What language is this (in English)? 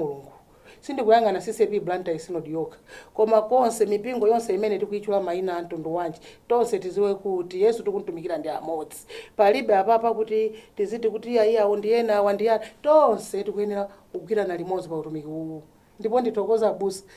Nyanja